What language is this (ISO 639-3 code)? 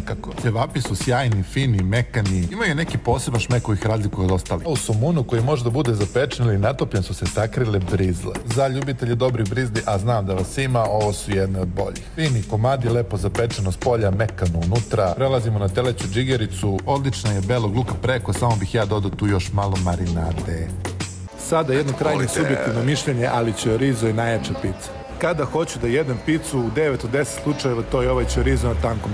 srp